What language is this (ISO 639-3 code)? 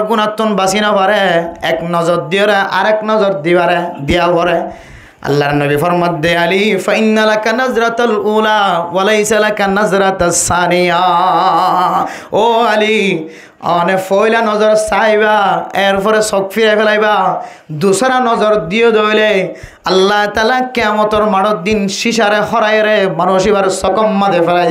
rhg